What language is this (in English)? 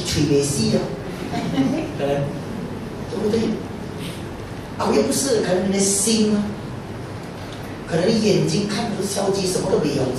Chinese